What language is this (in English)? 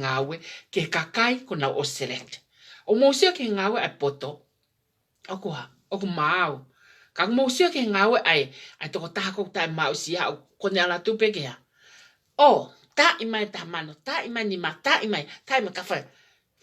Tongan